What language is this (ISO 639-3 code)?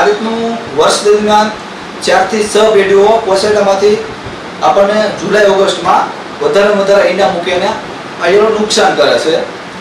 guj